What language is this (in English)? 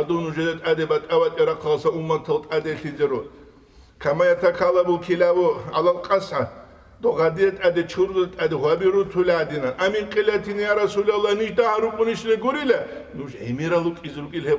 Avaric